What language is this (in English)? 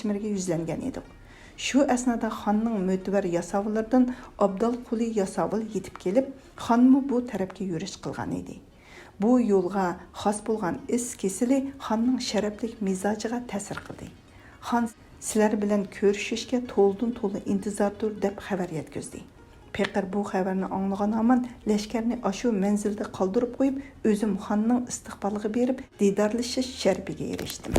Uyghur